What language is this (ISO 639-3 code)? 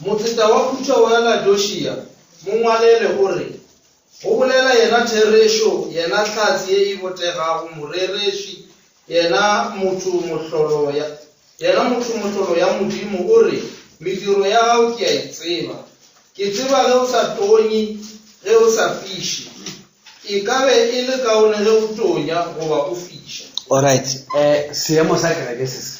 nso